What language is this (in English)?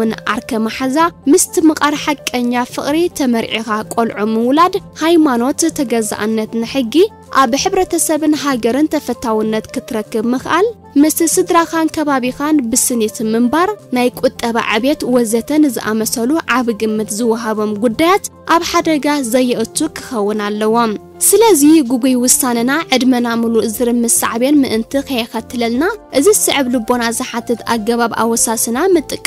Tigrinya